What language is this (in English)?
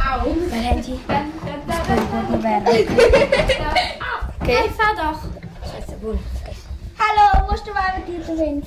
Romansh